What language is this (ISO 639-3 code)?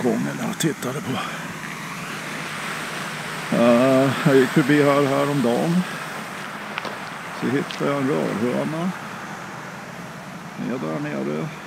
swe